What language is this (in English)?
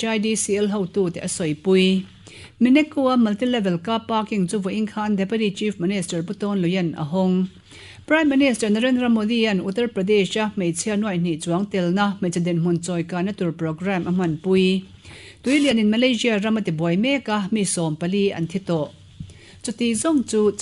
Mizo